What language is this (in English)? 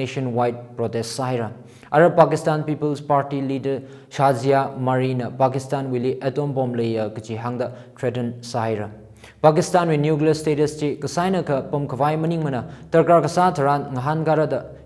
Tangkhul Naga (India)